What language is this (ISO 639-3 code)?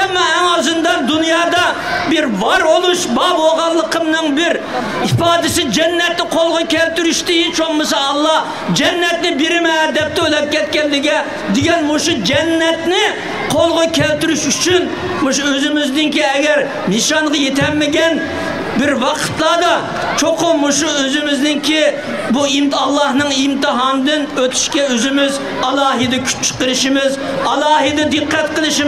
uig